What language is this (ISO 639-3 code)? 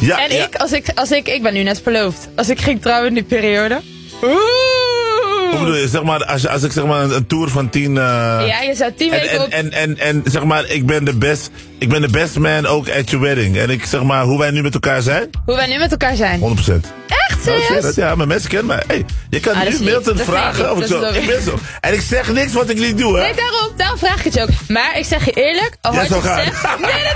nld